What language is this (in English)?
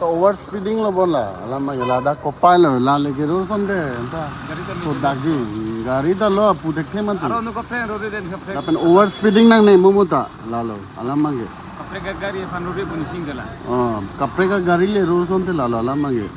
Karbi